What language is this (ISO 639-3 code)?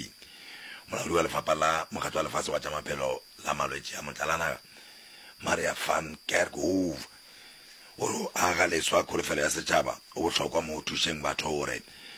nso